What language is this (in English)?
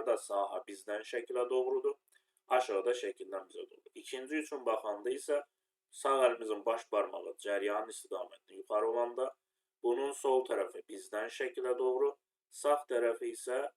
Azerbaijani